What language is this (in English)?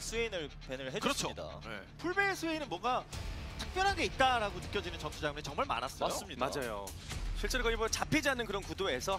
Korean